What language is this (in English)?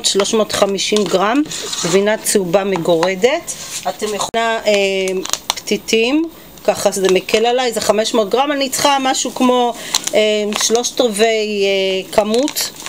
Hebrew